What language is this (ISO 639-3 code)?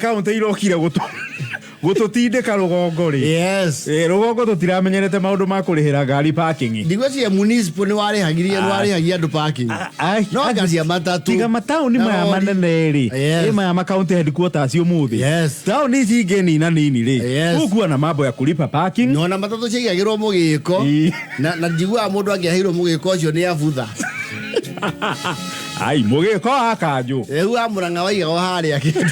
kik